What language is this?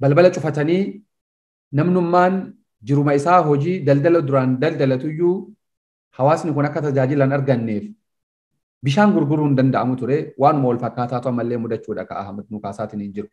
Oromo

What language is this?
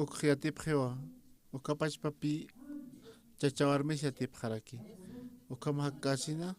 Aymara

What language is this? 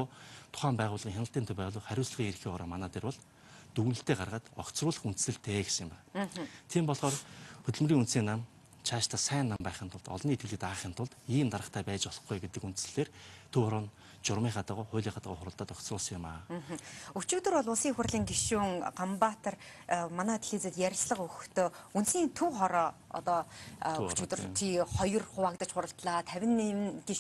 Mongolian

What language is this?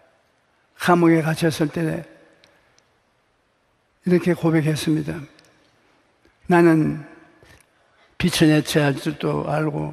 Korean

